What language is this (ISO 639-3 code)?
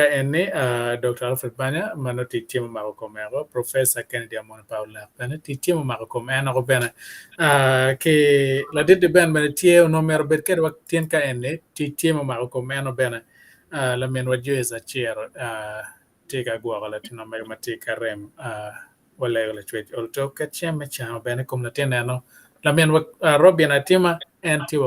ach